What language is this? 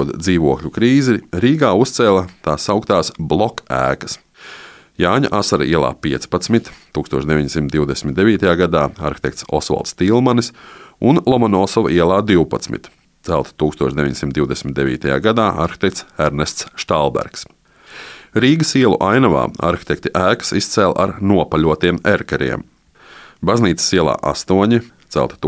Latvian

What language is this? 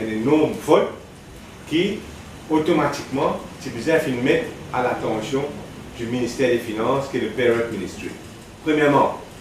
Morisyen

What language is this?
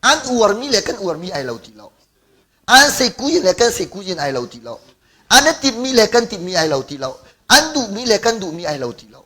Hakha Chin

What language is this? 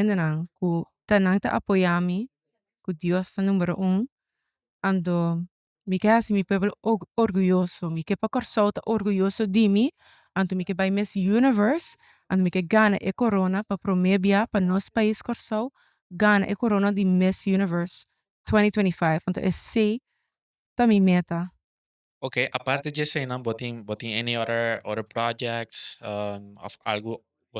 Papiamento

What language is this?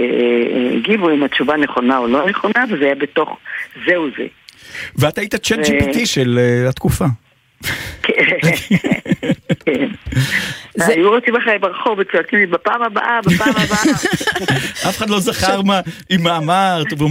Hebrew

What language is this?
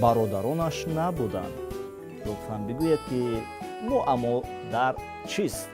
Tajik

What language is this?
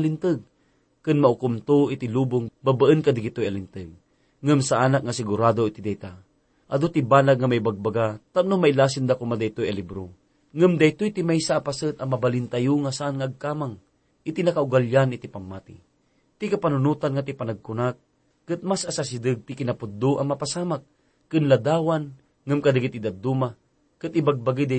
Iloko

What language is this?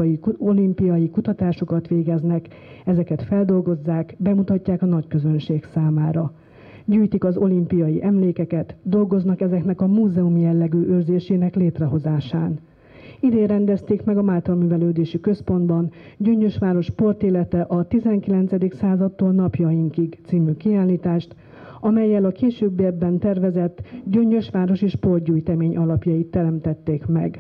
Hungarian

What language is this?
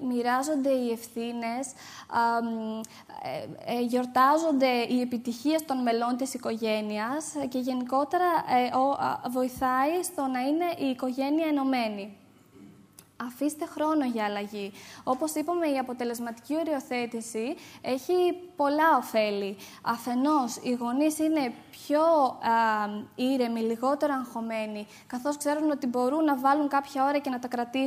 Greek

